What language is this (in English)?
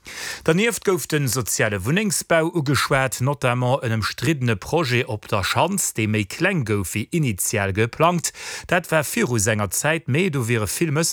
Luxembourgish